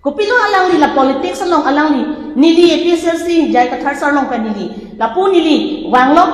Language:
Karbi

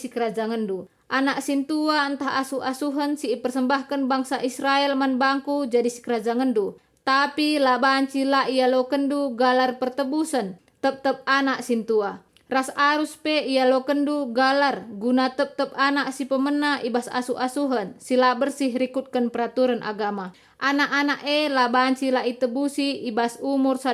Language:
Batak Karo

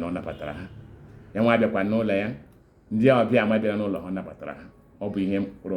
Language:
Igbo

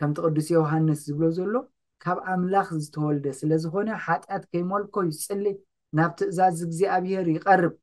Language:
Tigrinya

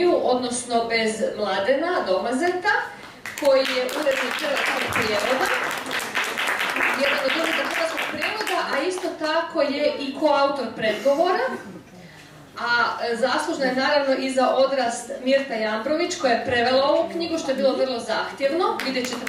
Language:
Croatian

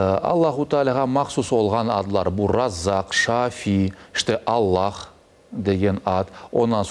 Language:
Crimean Tatar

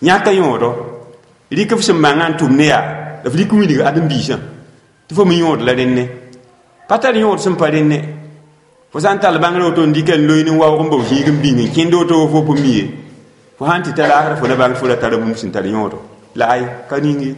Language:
Mossi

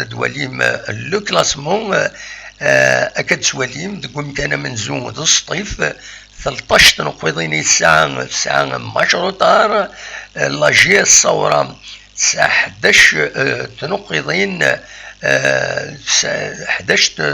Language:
Kabyle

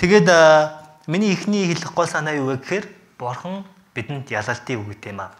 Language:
Mongolian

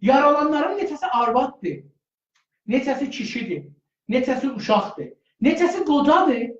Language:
South Azerbaijani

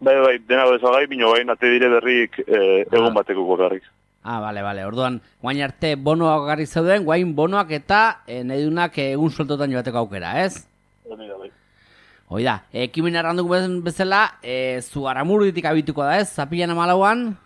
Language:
Basque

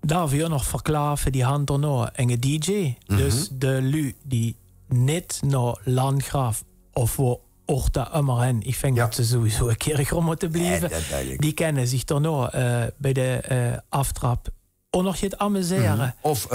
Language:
Limburgish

